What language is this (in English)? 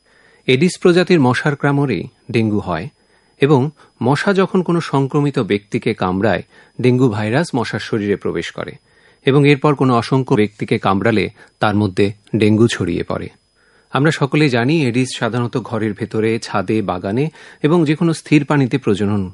Bangla